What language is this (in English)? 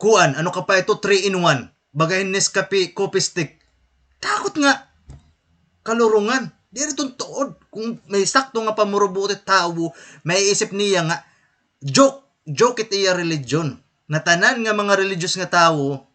Waray